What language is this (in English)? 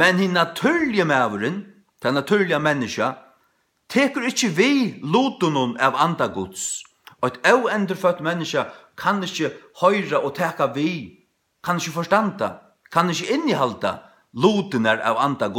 Faroese